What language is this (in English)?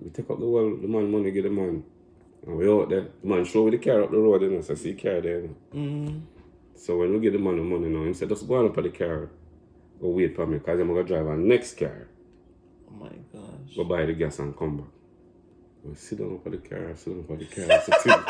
Jamaican Creole English